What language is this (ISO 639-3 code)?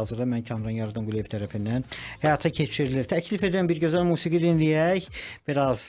aze